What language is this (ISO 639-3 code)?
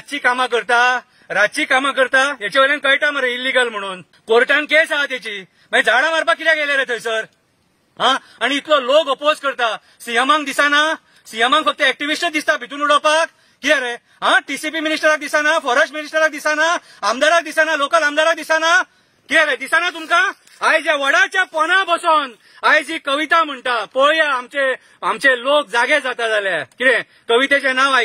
kok